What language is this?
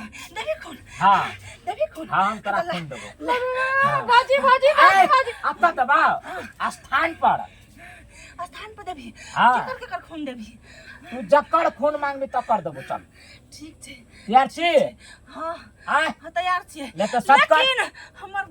Maithili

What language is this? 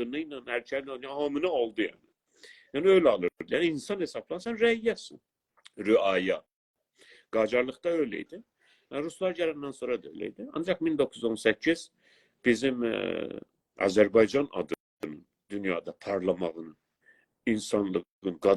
South Azerbaijani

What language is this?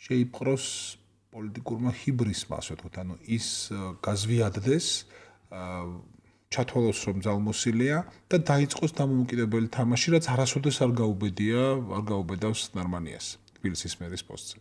Georgian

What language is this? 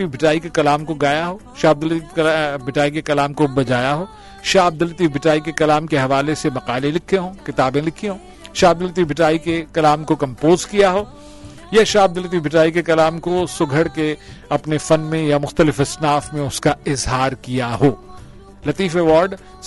Urdu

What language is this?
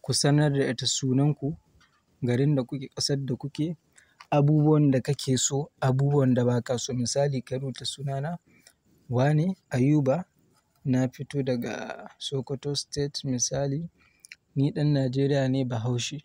Hausa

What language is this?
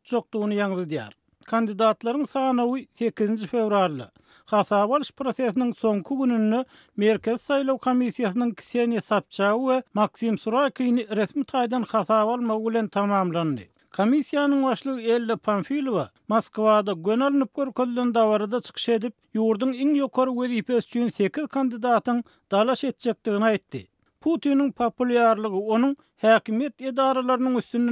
Turkmen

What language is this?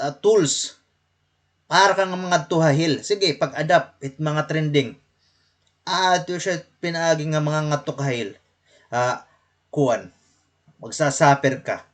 Waray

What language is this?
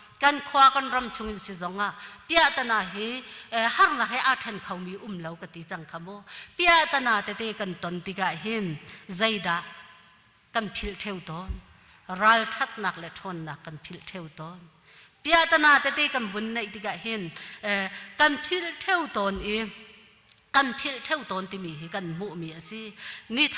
Hakha Chin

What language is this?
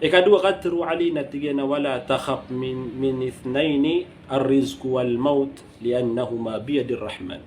Maranao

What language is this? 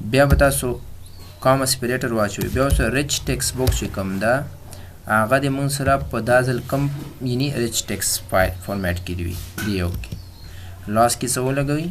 Pashto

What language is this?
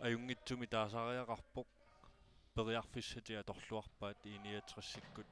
Kalaallisut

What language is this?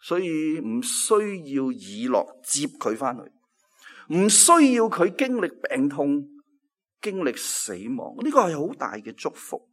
Cantonese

